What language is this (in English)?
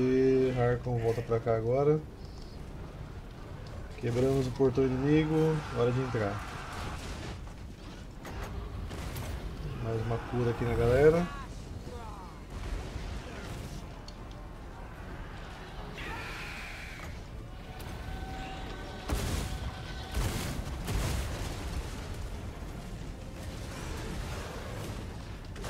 Portuguese